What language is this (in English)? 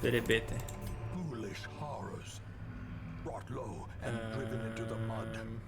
Rusyn